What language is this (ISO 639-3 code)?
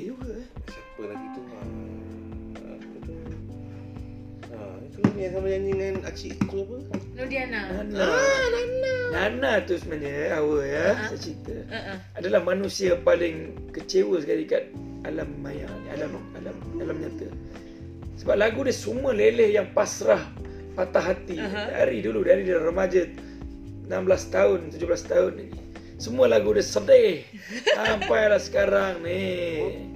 msa